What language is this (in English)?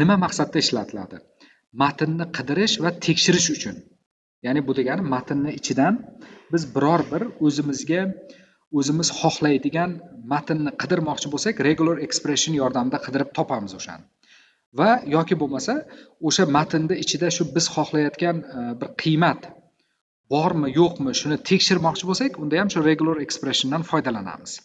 Uzbek